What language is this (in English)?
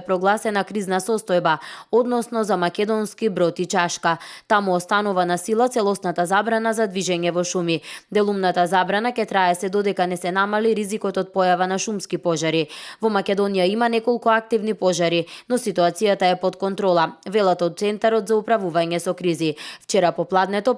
Macedonian